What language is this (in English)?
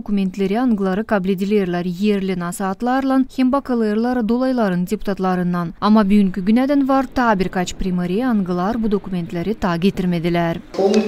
Gagauz